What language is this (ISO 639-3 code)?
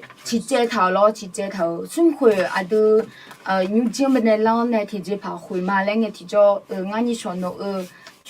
ahk